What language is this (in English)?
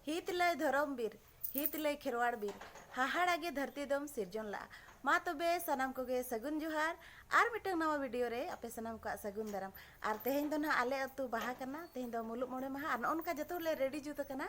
Santali